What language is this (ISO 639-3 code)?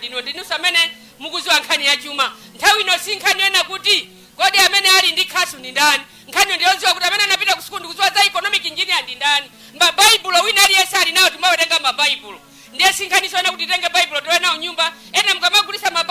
nya